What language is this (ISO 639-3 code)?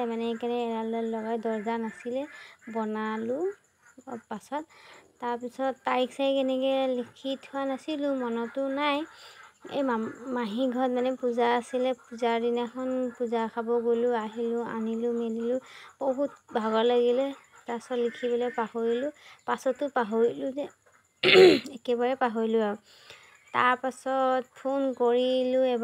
asm